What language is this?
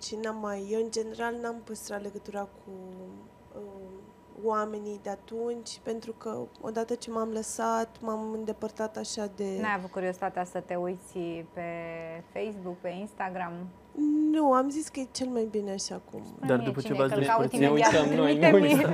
Romanian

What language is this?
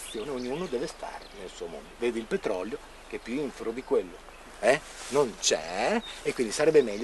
Italian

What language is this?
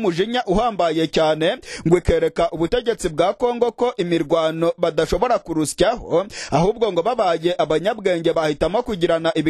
Kinyarwanda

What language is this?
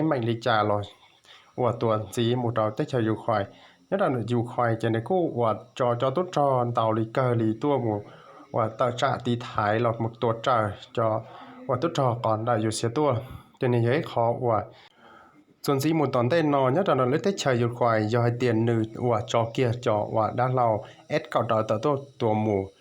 Hmong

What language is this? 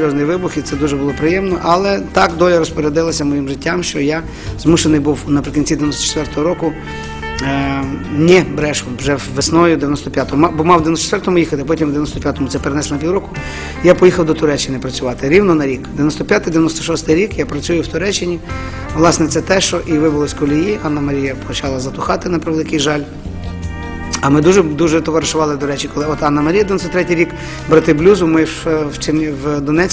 Ukrainian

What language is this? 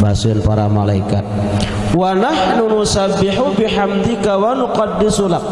Sasak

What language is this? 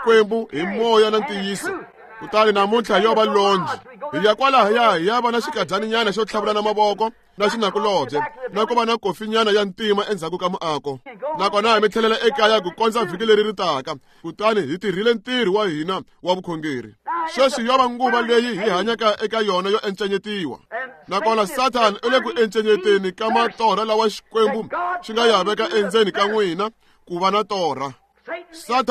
Tsonga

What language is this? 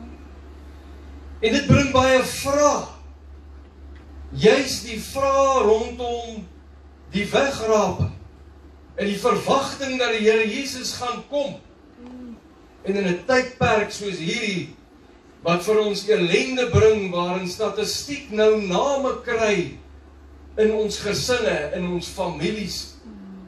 Afrikaans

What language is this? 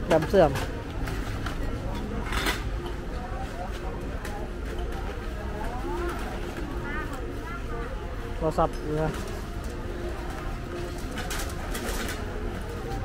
Thai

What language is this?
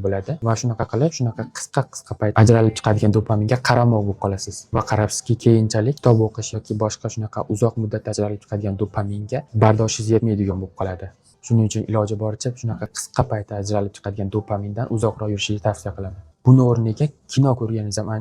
Uzbek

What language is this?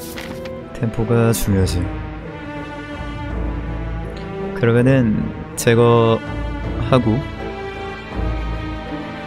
Korean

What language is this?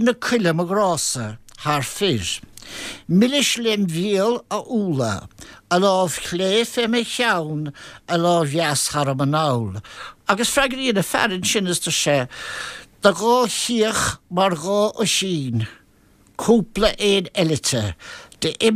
Irish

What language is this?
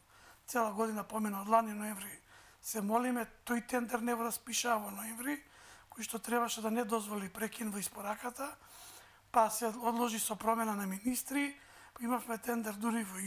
Macedonian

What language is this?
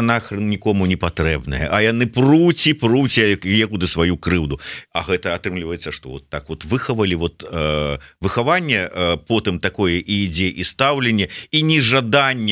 Belarusian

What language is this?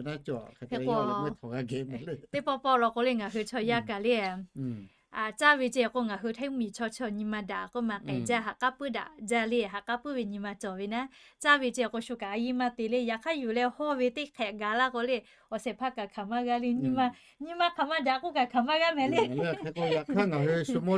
Lahu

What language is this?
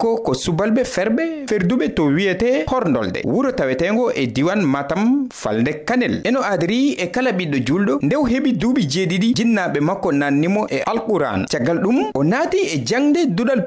Fula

